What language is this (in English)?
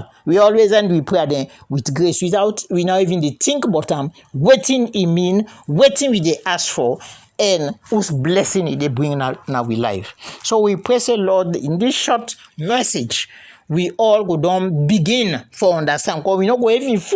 Krio